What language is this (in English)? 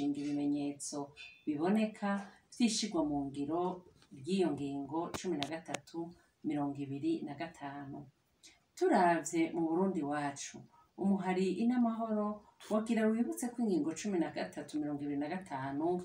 Rundi